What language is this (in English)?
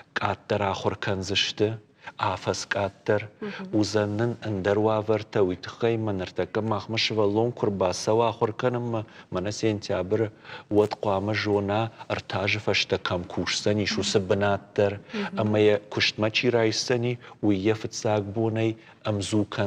Ossetic